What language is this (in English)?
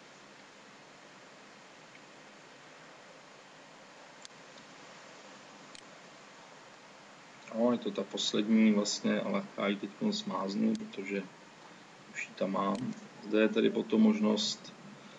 Czech